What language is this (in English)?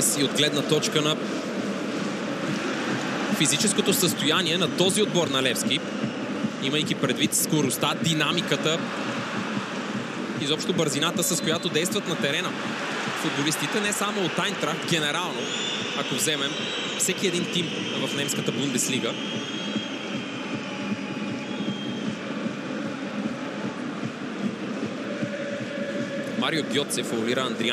Bulgarian